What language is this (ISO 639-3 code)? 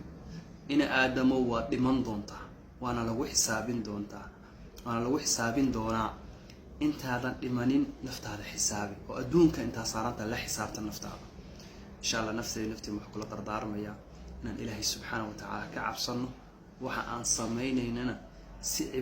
som